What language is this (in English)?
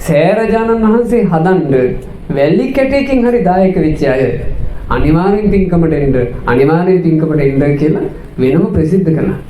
Sinhala